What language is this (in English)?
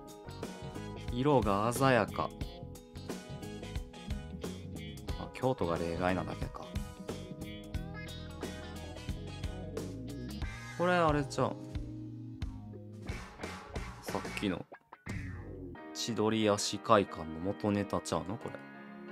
Japanese